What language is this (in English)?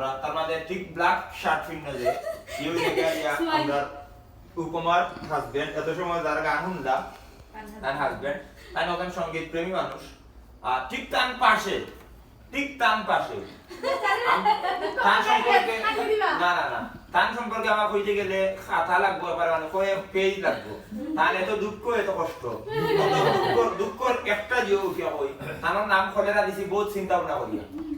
Sylheti